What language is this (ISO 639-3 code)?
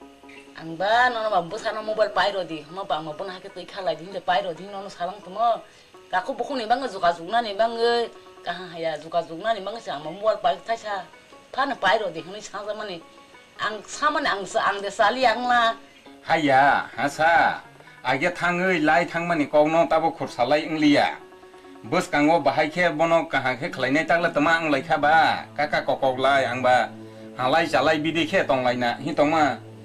trp